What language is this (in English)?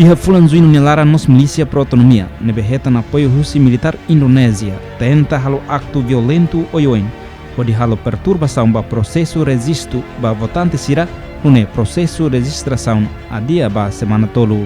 Tetum